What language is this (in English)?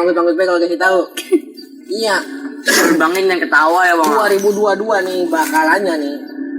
Betawi